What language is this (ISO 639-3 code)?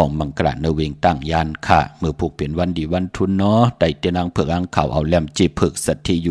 shn